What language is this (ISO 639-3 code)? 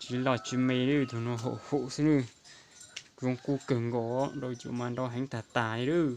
hmn